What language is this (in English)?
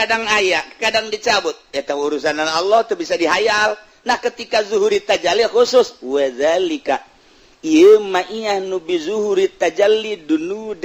Sundanese